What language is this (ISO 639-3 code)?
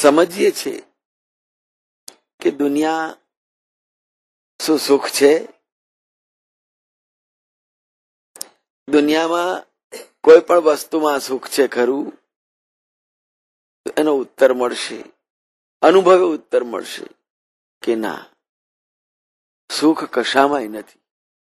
guj